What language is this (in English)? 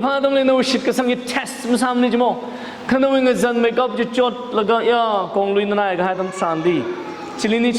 Tangkhul Naga (India)